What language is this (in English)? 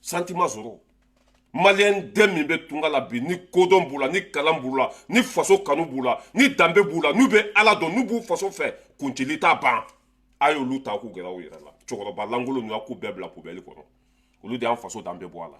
Bambara